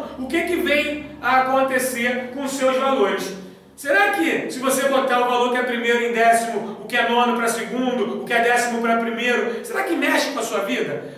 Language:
Portuguese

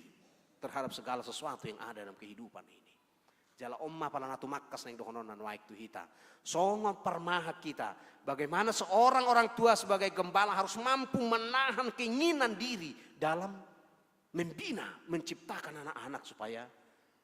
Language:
Batak Toba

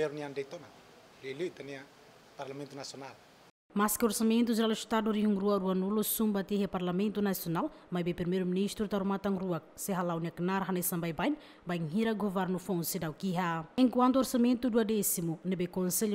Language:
Tetum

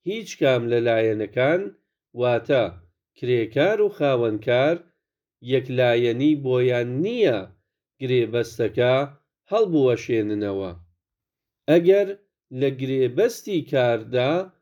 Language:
Central Kurdish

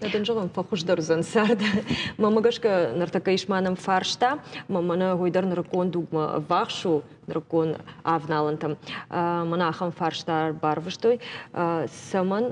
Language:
Ossetic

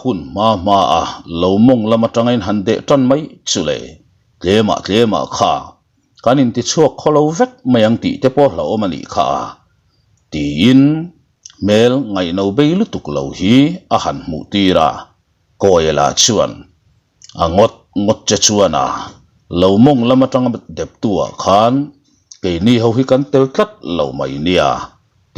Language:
Mizo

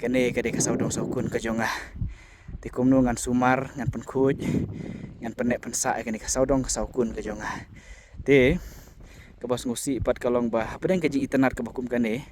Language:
Khasi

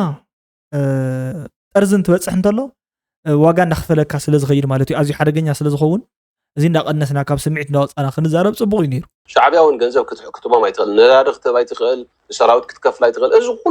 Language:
Tigrinya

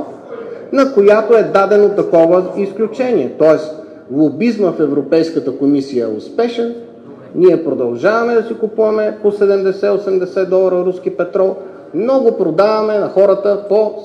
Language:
Bulgarian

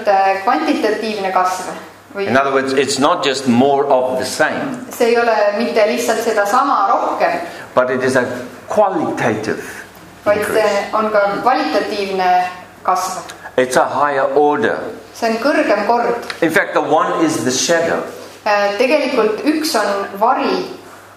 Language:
Estonian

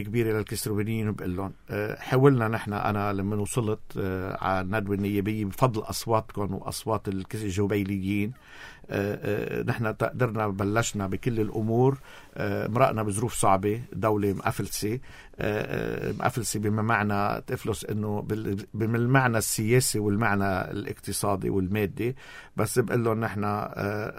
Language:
North Levantine Arabic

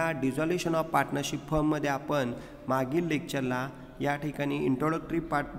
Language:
Marathi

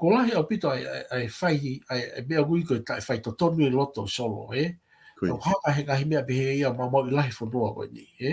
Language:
Tongan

